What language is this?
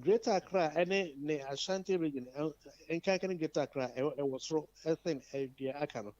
Akan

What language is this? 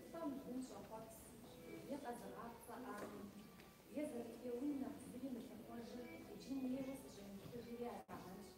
Kabardian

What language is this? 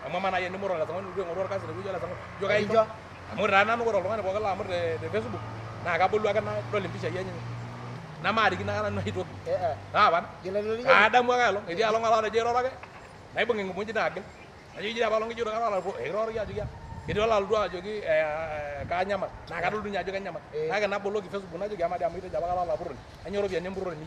Masai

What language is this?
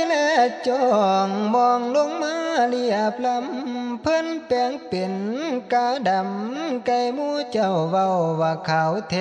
Northeastern Thai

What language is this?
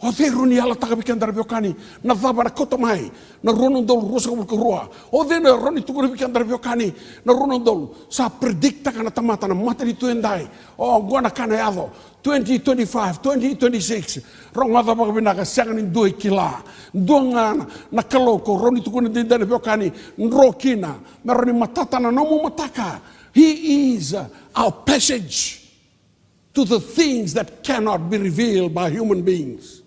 Fijian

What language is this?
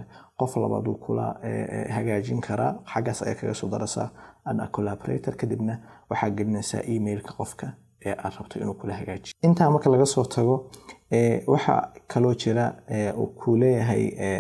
Somali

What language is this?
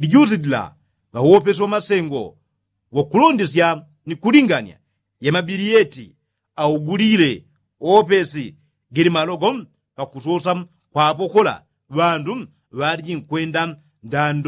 Yao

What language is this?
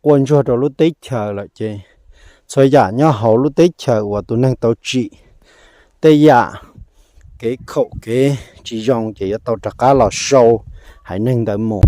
Hmong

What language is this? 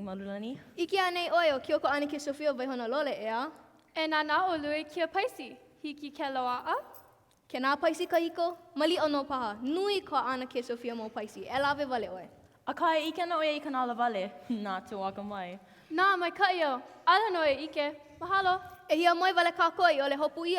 Hawaiian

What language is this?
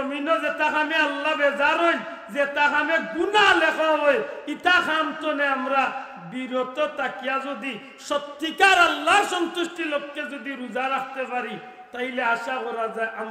Sylheti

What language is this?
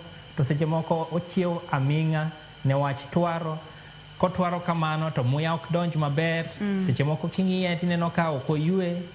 Luo (Kenya and Tanzania)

